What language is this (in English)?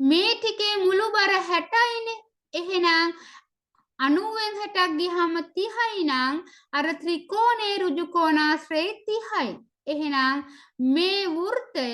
Sinhala